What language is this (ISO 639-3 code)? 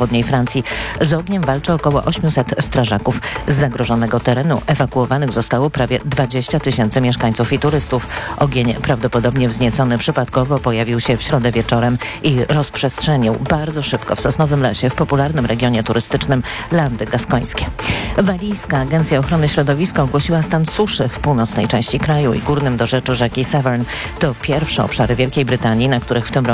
pol